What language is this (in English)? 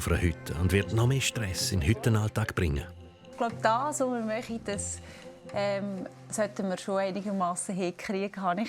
Swiss German